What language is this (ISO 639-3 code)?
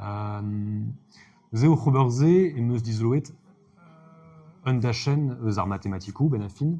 bre